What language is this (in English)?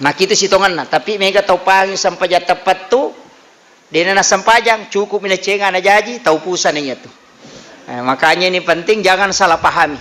Buginese